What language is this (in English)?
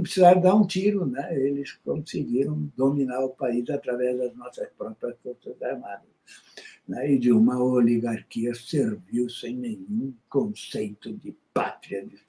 Portuguese